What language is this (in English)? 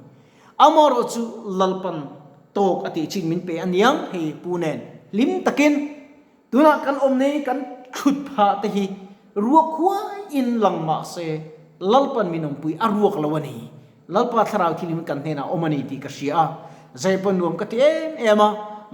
Mizo